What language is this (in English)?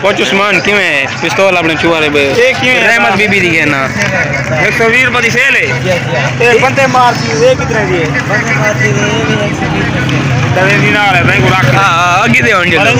Saraiki